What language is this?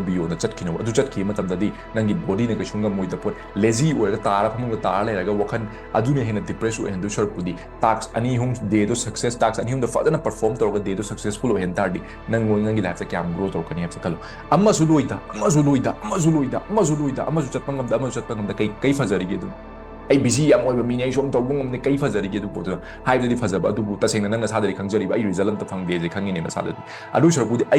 Manipuri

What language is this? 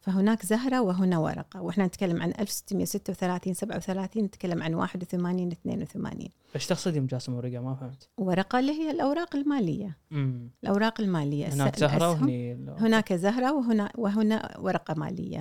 Gulf Arabic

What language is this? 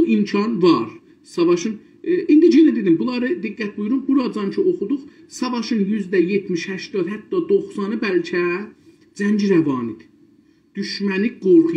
South Azerbaijani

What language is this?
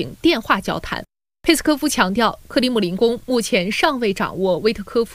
Chinese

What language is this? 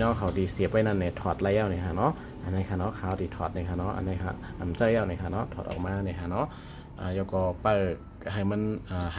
Shan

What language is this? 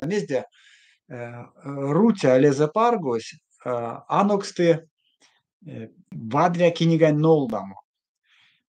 Erzya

